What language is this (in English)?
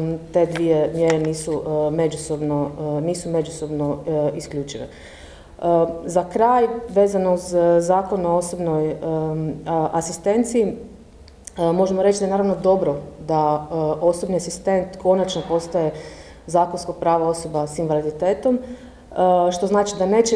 Croatian